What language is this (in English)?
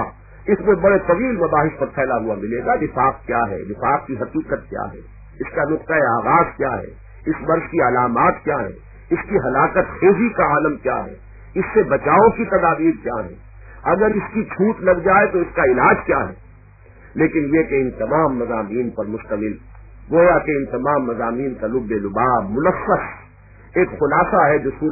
Urdu